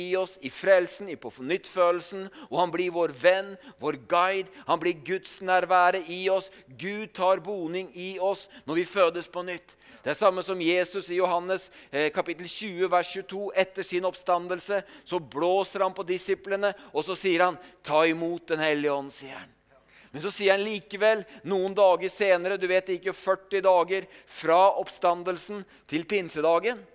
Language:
Norwegian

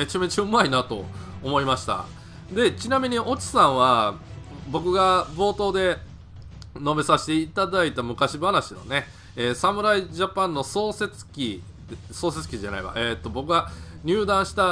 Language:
Japanese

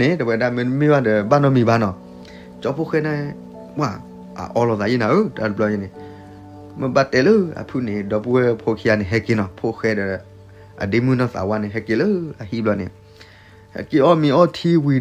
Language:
S'gaw Karen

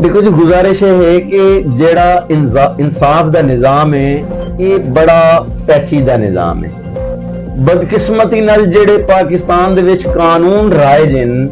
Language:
Saraiki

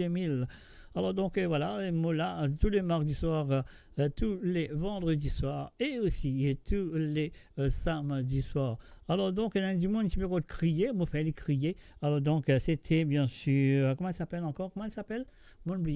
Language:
Morisyen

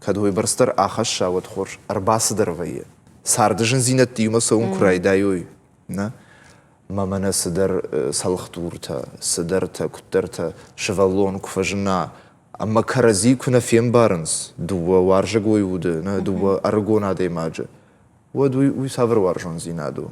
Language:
Ossetic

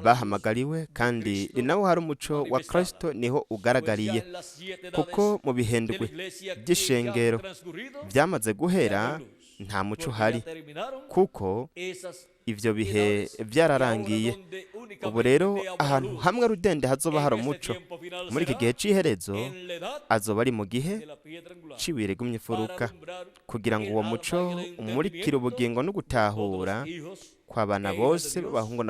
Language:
Rundi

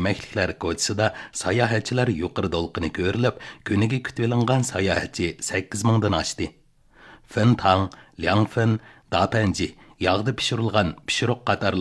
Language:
Uyghur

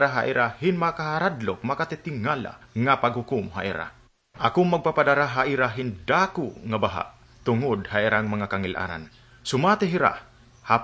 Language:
Waray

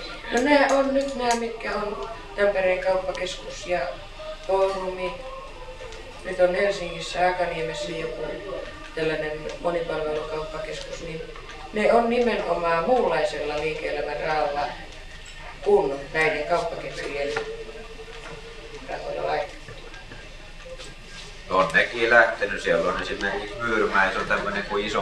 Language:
Finnish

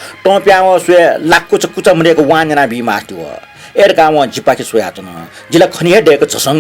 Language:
Newari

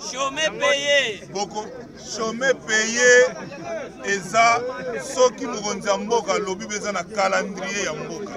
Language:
Lingala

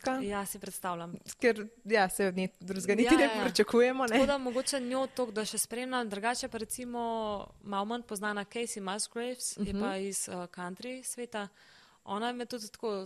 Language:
Slovenian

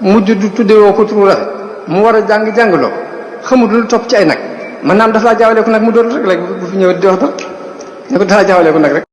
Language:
Wolof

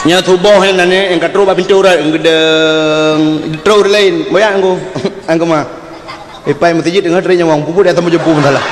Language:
Achinese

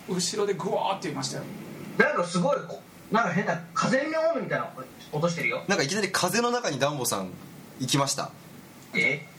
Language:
Japanese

